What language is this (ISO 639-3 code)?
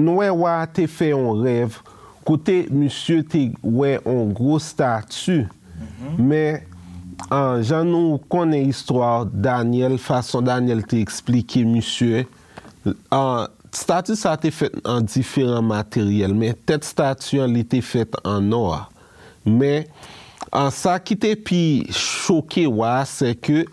hat